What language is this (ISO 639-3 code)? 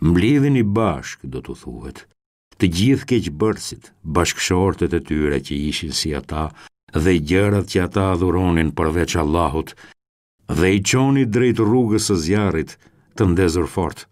sqi